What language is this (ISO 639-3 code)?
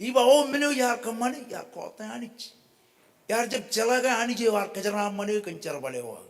mah